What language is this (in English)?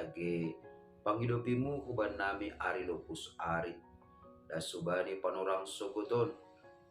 Batak Simalungun